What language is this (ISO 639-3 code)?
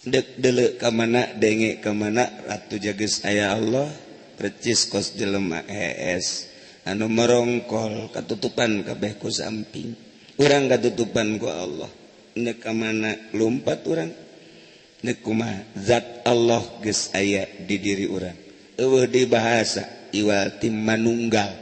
sun